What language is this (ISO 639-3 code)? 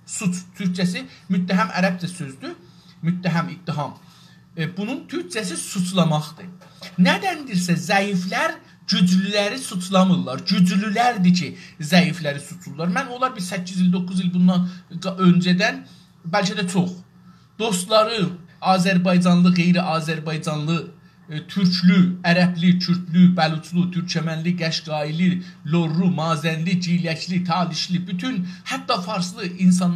azb